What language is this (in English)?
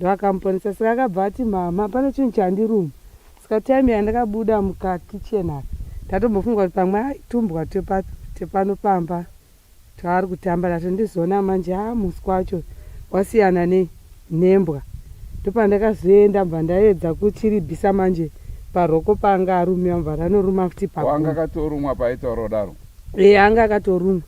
Shona